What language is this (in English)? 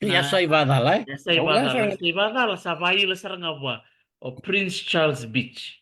Fijian